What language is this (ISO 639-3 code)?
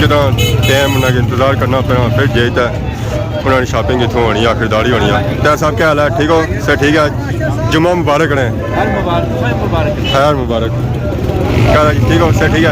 phr